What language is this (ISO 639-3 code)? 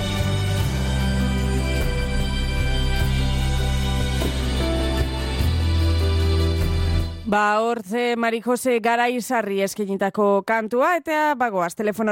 eus